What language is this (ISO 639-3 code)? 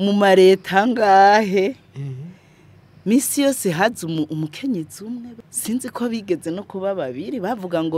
run